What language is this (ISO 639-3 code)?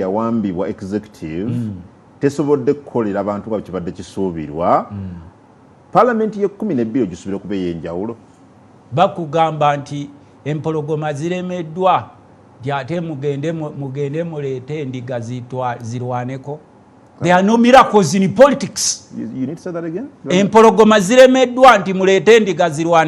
lug